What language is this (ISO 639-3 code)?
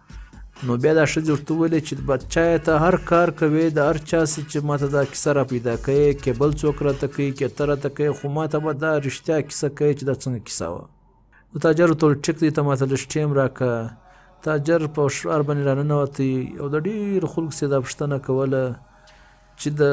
pus